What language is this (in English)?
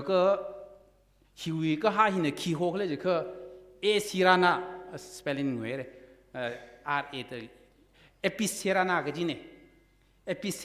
Tangkhul Naga (India)